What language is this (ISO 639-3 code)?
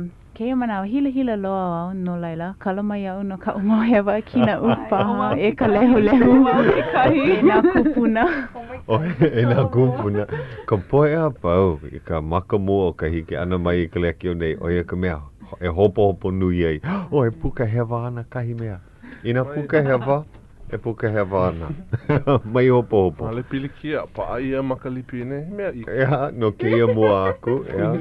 haw